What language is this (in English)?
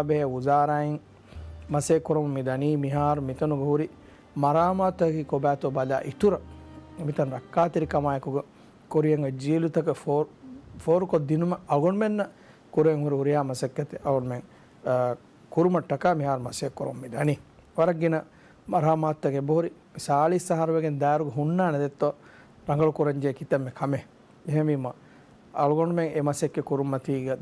Divehi